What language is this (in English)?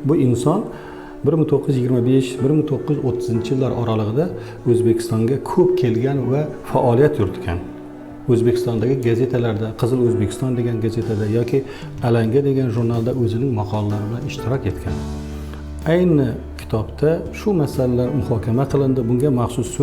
Crimean Tatar